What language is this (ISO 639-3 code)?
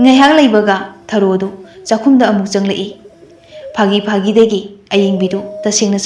mni